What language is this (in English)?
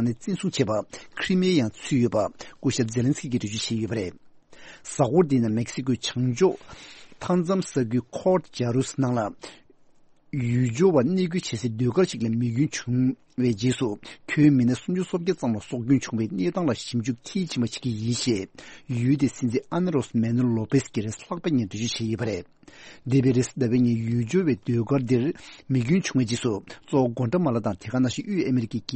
Tibetan